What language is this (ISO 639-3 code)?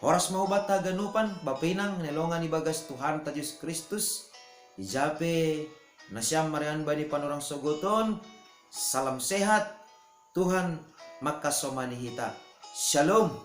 bts